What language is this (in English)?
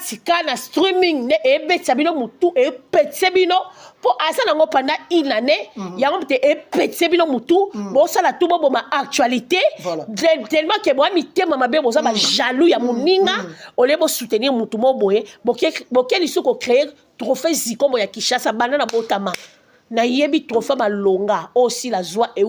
Lingala